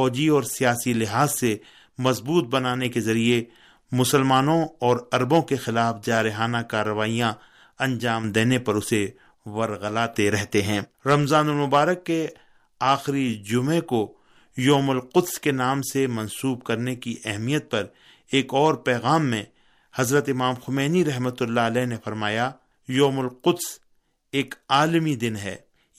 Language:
Urdu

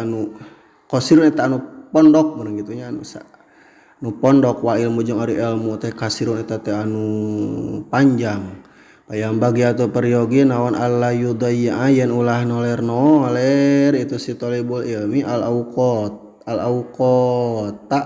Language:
Sundanese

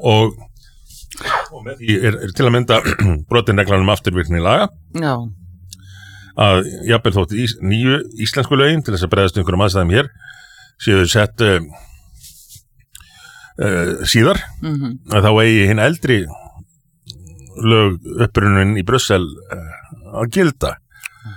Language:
Icelandic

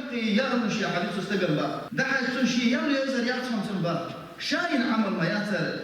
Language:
Chechen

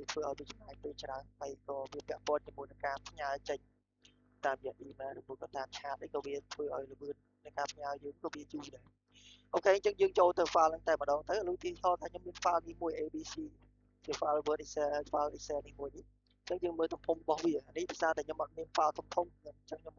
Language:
Khmer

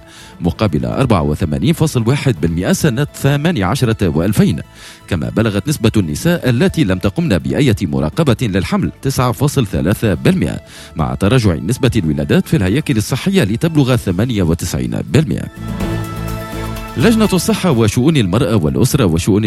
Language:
Tunisian Arabic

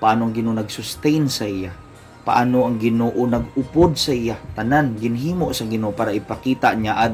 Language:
Hiligaynon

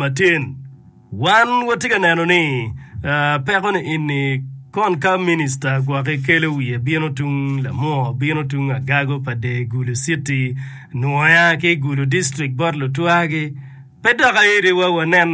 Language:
Acoli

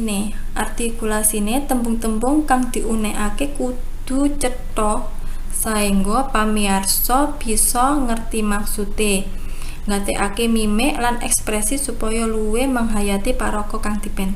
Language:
Javanese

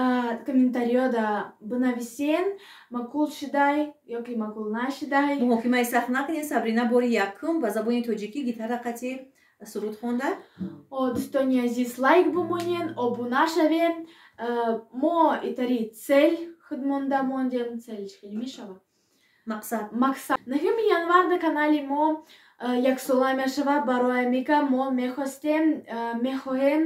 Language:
Tajik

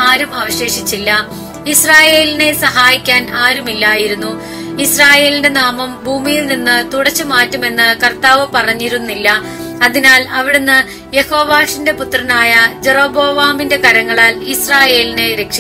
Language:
Malayalam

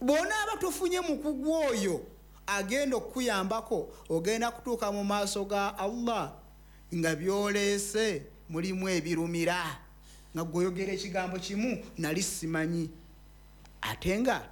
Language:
Ganda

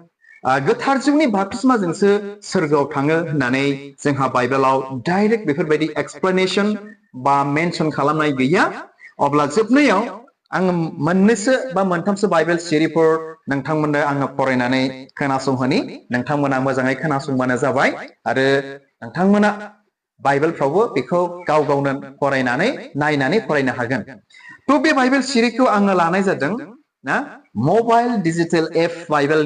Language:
Bodo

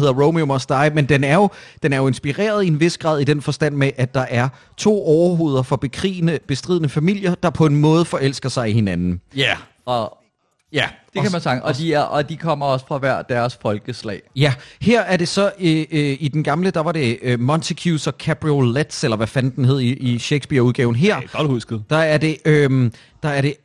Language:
Danish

